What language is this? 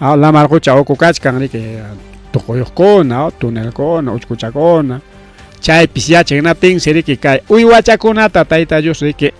Ayacucho Quechua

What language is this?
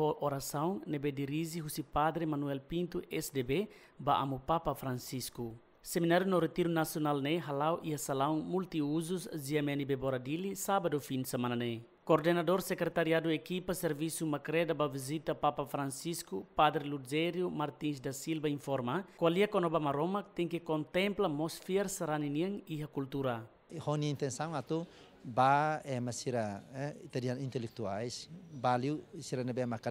Tetum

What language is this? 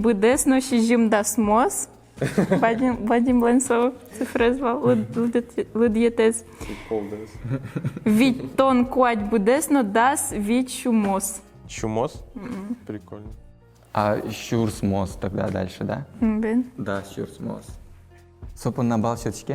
Udmurt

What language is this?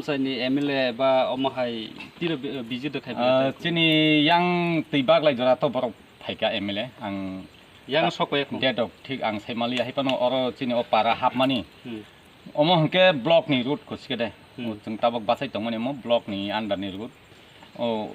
Kok Borok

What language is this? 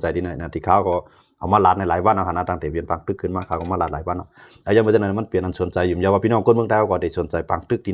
Shan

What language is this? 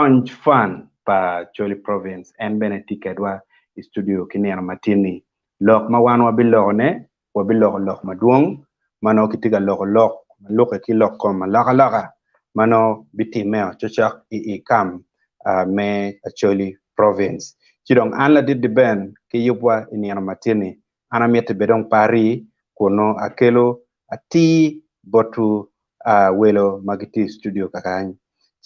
Acoli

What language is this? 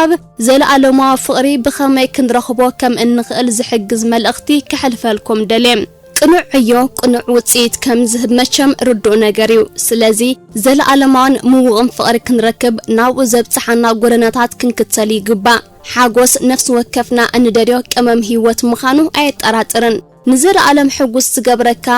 Tigrinya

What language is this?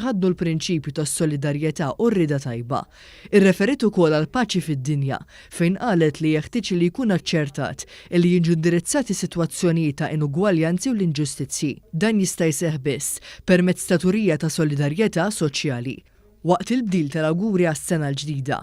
Maltese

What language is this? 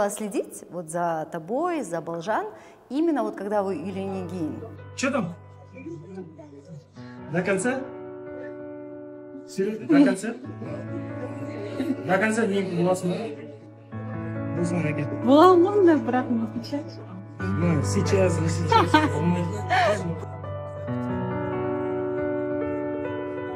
Kazakh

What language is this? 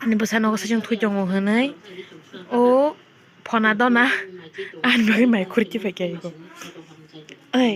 Kok Borok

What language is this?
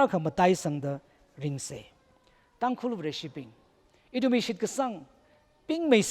Tangkhul Naga (India)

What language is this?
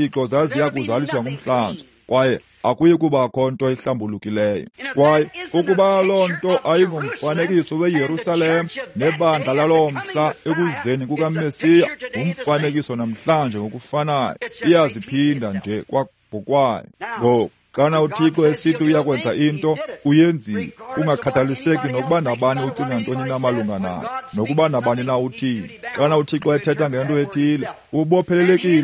Xhosa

